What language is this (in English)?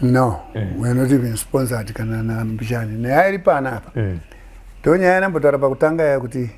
Shona